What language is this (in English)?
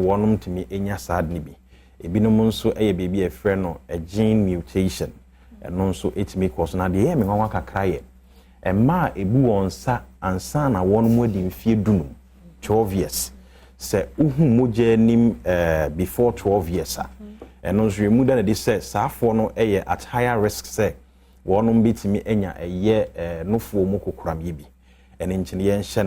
Akan